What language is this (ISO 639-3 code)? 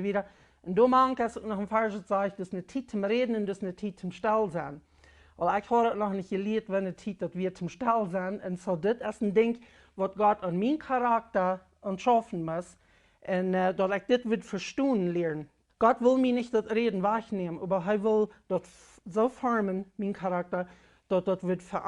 pdt